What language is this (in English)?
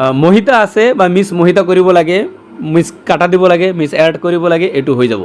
Assamese